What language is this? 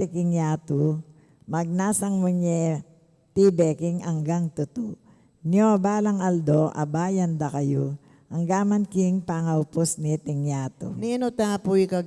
Pampanga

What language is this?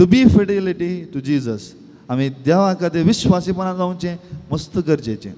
Konkani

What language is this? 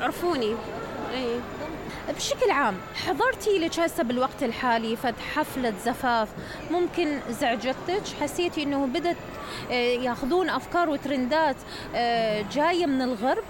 Mesopotamian Arabic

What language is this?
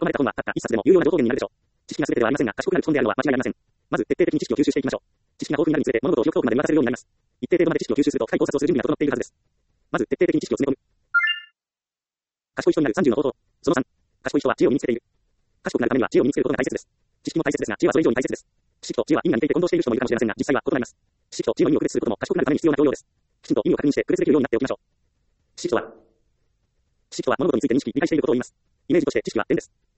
Japanese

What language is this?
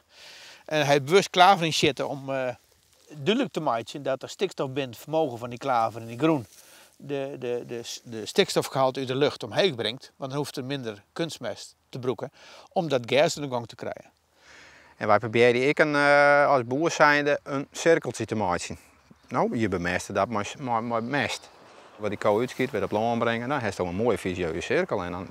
Western Frisian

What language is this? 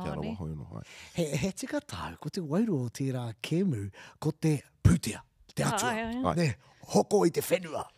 Māori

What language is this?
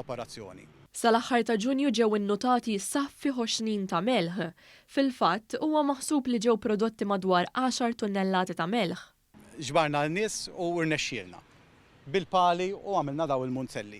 Maltese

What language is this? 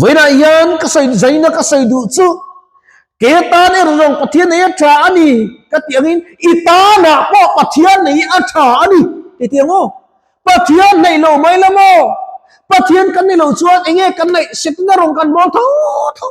Mizo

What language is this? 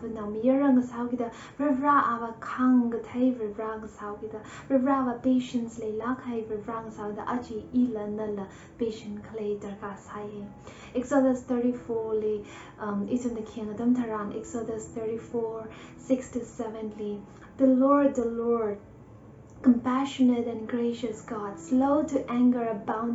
Tangkhul Naga (India)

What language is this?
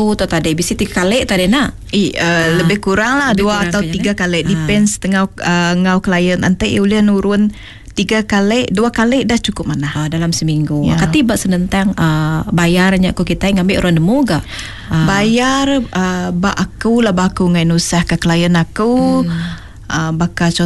Iban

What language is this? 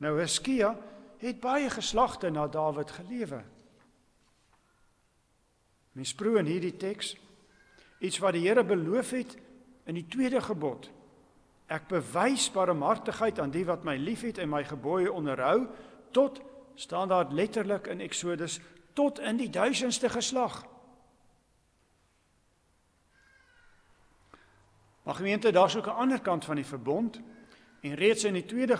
Afrikaans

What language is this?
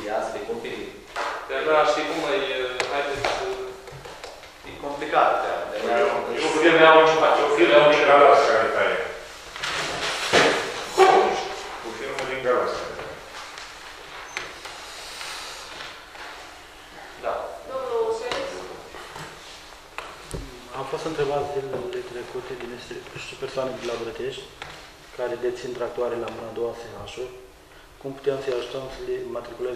Romanian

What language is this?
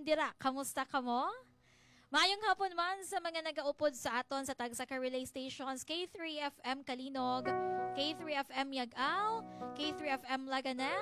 Hiligaynon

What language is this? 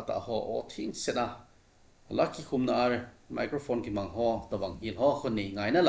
Thado Chin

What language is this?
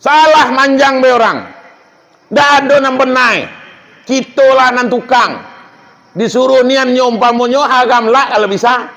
Minangkabau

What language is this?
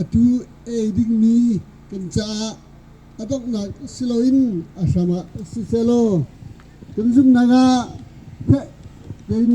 Hakha Chin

